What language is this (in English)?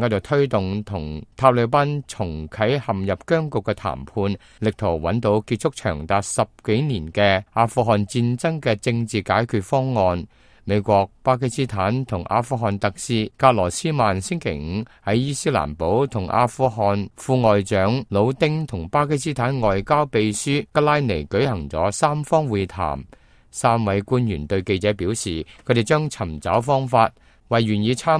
Cantonese